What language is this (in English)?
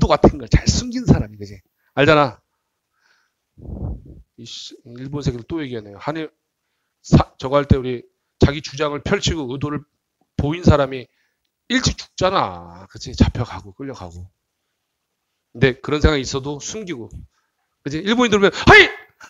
Korean